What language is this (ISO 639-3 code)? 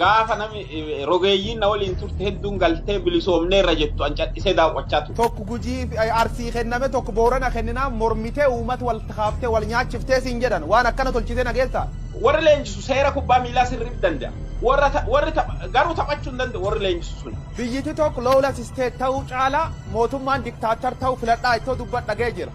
orm